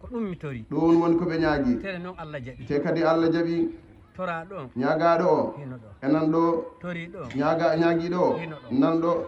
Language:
Fula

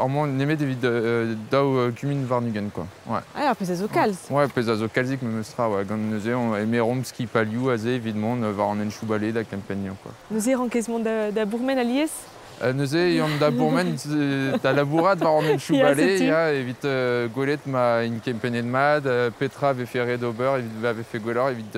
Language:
Breton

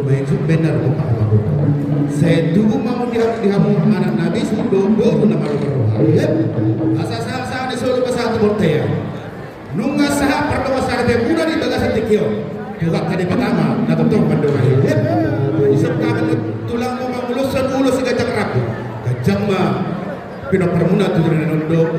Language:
Batak Toba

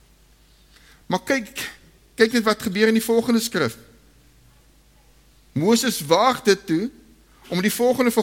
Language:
Afrikaans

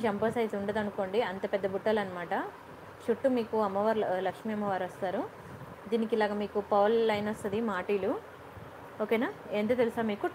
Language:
Telugu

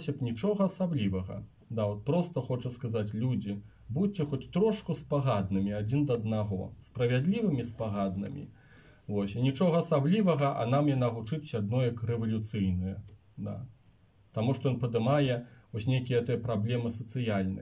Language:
Belarusian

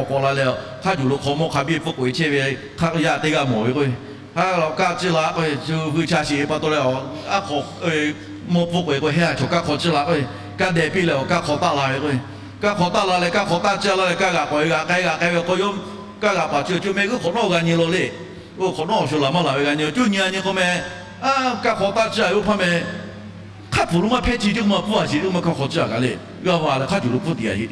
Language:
Lahu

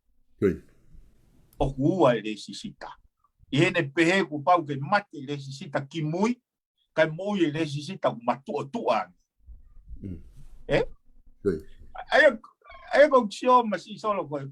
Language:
Tongan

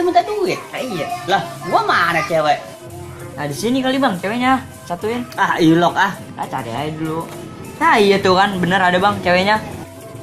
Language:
Betawi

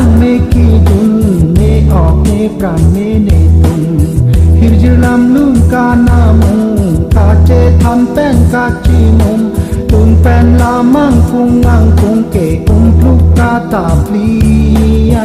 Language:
Karbi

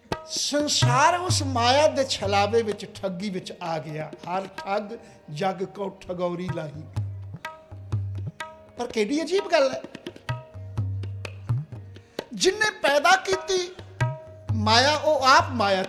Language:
Punjabi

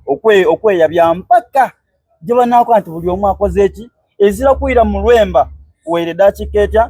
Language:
Soga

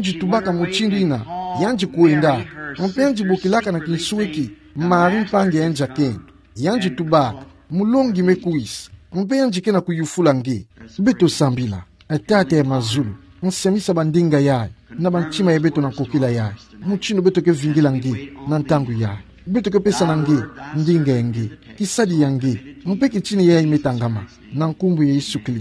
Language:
Kituba (Democratic Republic of Congo)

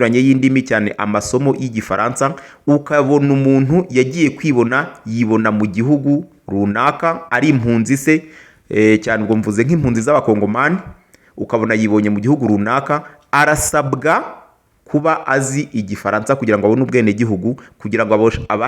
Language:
Kinyarwanda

